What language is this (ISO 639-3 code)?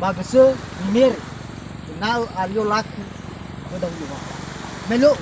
nia